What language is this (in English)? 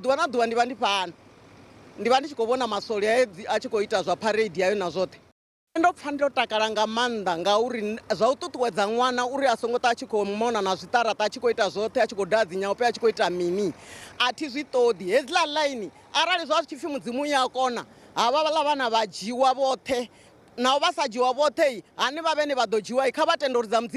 Venda